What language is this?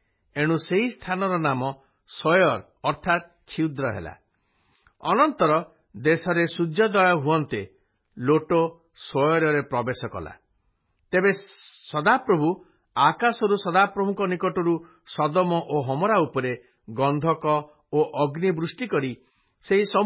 Odia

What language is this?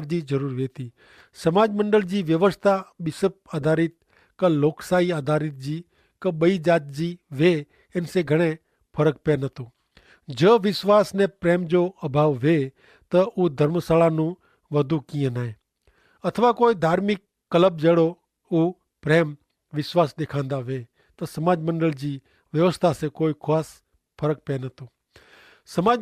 Kachhi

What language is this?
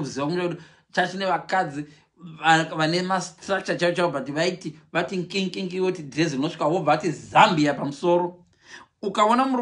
Shona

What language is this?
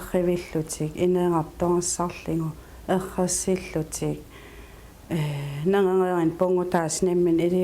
Kalaallisut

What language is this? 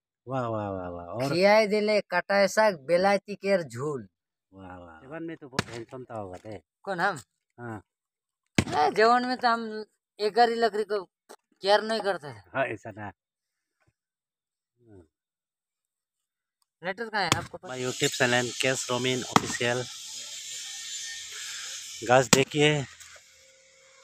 Hindi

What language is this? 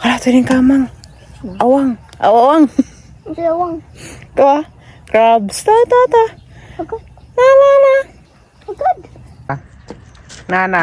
Cebuano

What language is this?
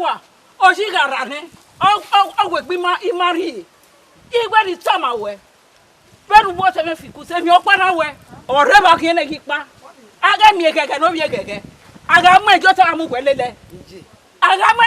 Bini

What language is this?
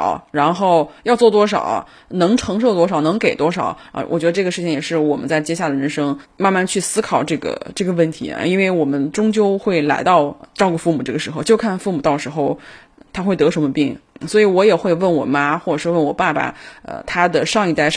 Chinese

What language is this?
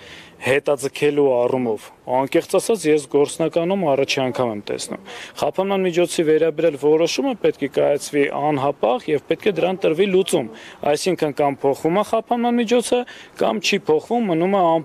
Armenian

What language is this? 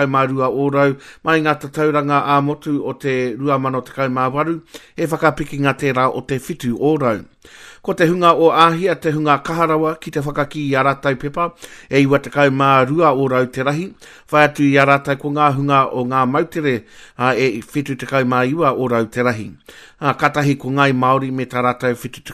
Māori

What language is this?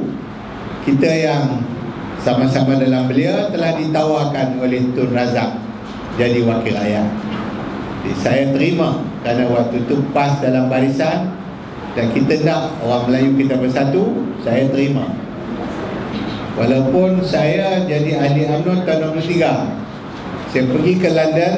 Malay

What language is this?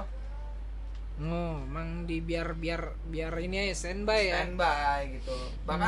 Indonesian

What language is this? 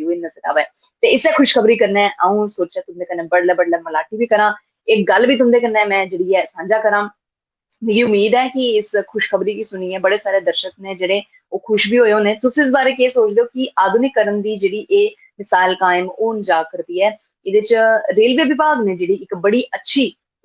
Dogri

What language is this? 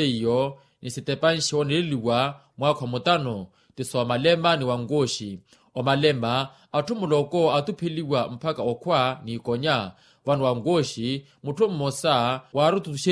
Makhuwa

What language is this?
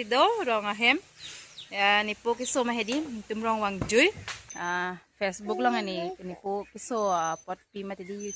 Karbi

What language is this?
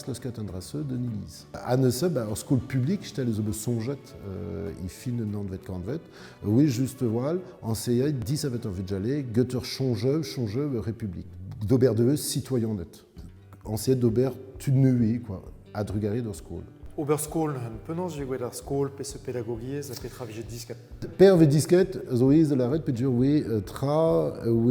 Breton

